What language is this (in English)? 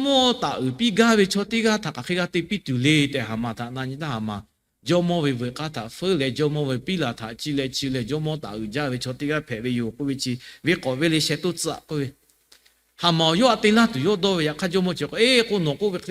Lahu